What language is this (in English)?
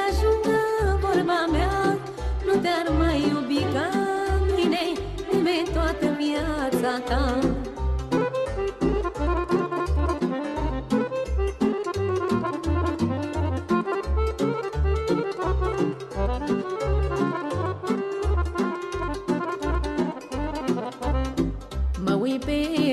Romanian